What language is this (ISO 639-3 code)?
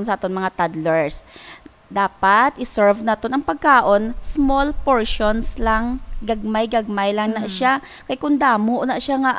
hil